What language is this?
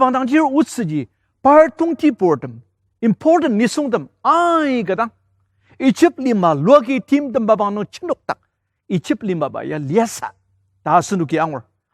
Ao Naga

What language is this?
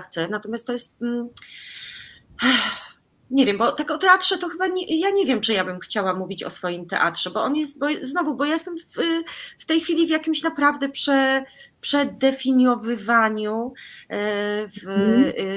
Polish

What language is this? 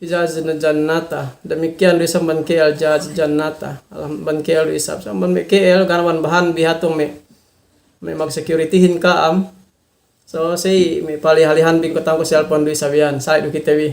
Yakan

